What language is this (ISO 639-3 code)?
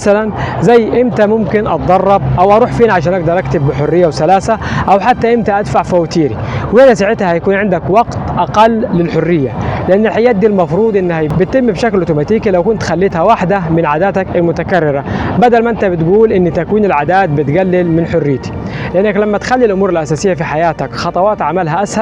arz